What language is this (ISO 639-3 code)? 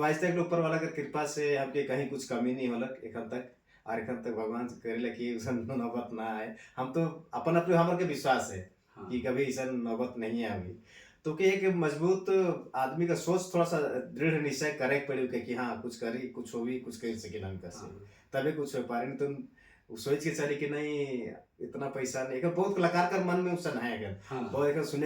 sck